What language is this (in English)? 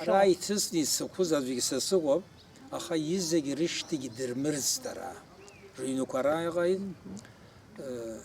Abkhazian